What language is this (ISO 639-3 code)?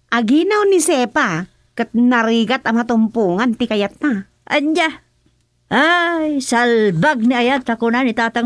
ilo